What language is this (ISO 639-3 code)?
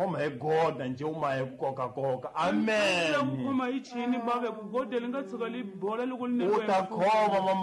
tso